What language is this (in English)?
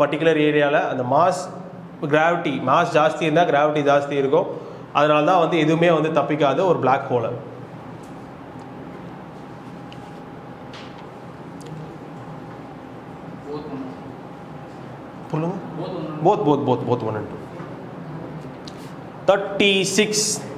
Tamil